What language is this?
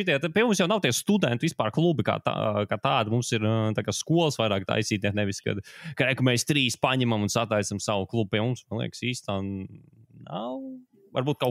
Latvian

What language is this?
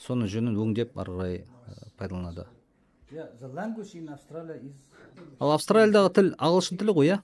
Kazakh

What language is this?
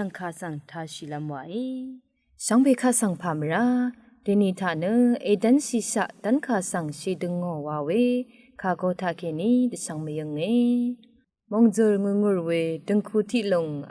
Rawang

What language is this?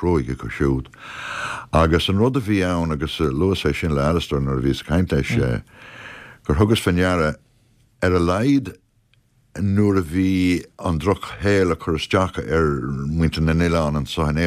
Irish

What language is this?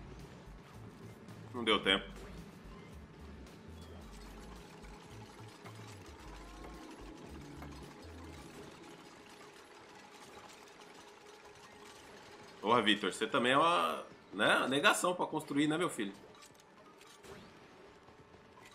Portuguese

